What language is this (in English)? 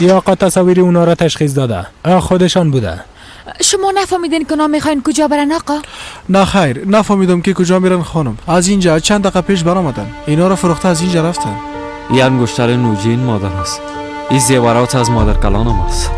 Persian